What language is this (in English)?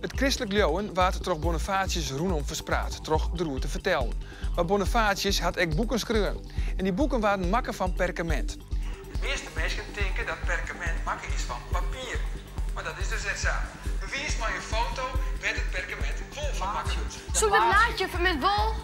Western Frisian